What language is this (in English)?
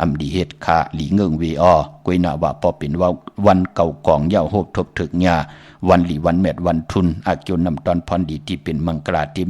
Shan